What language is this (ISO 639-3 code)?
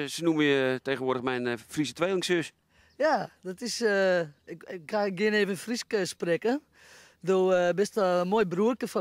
fry